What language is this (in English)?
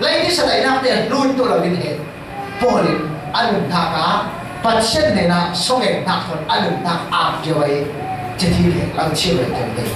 Falam Chin